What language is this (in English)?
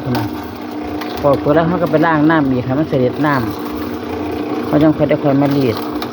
Northeastern Thai